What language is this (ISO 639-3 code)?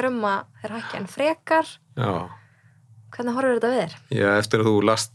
isl